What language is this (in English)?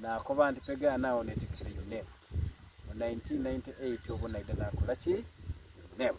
Soga